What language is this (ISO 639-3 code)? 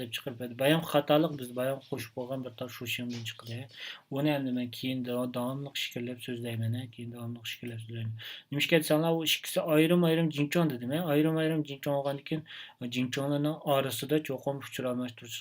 uig